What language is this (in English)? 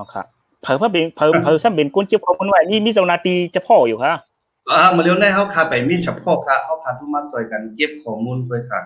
Shan